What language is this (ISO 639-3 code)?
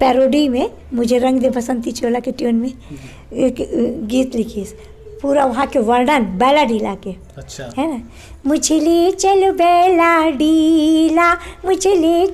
hne